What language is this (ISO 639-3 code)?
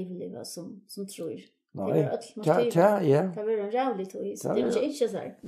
fao